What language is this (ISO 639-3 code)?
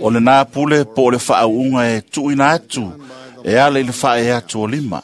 smo